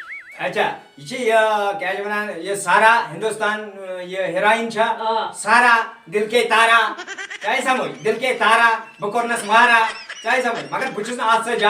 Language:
Kashmiri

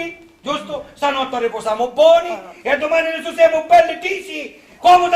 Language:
Sicilian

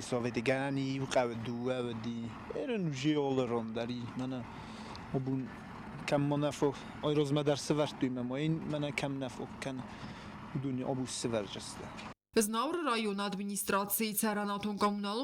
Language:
Ossetic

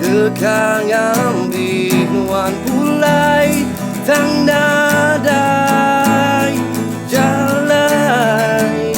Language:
Iban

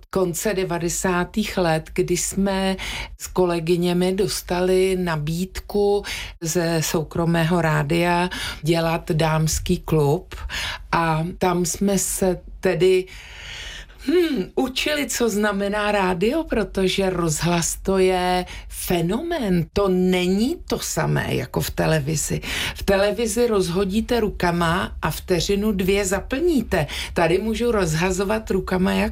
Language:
Czech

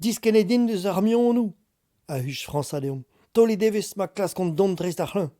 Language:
Breton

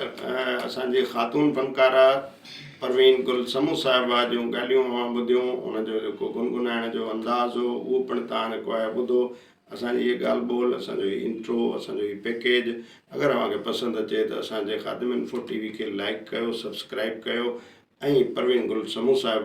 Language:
Sindhi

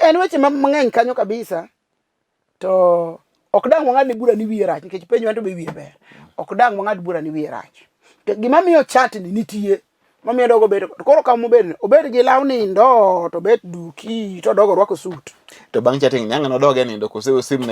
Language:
Luo (Kenya and Tanzania)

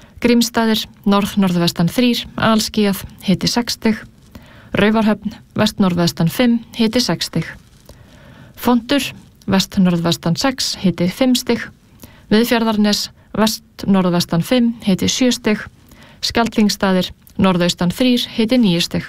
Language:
Icelandic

